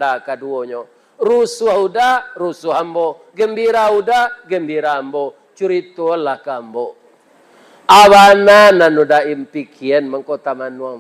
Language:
Minangkabau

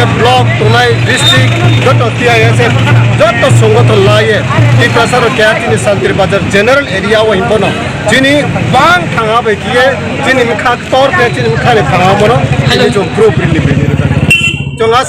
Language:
Kok Borok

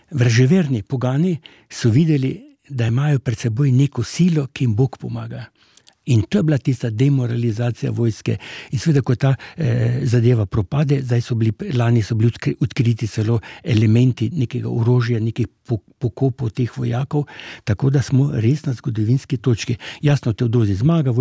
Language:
Slovenian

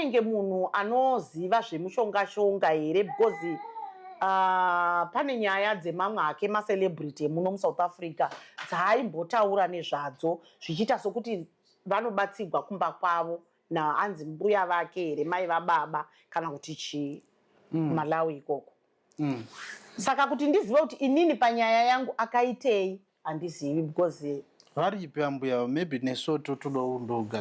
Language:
Shona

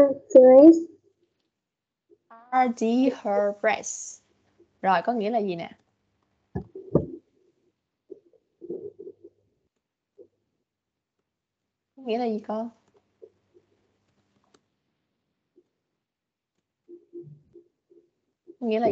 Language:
Vietnamese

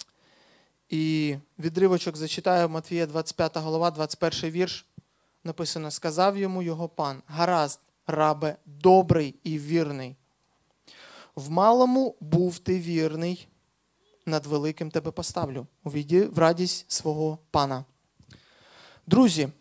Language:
Ukrainian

